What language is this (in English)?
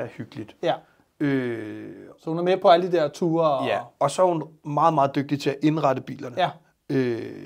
Danish